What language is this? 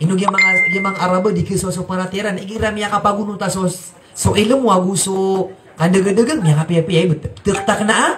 Maranao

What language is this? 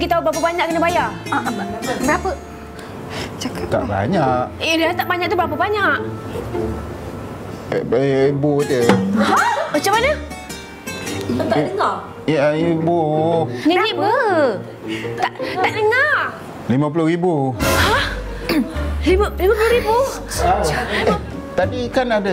Malay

